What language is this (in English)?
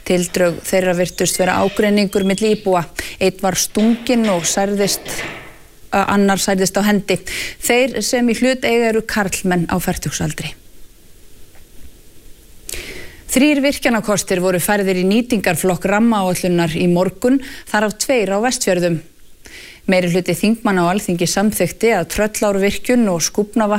Icelandic